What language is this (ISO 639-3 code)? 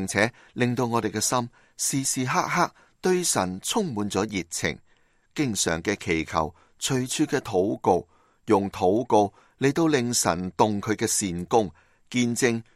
yue